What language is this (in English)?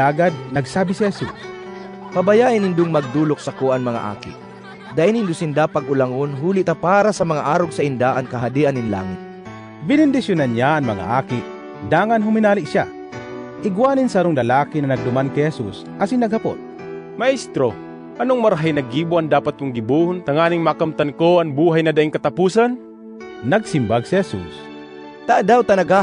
Bikol